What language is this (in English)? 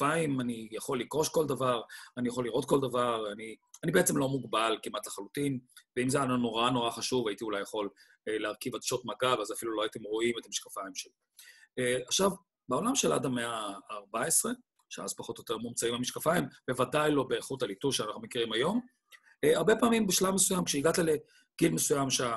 Hebrew